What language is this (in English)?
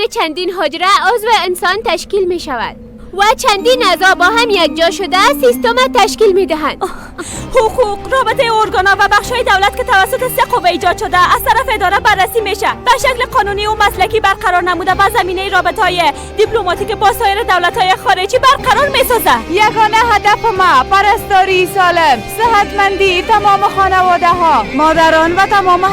Persian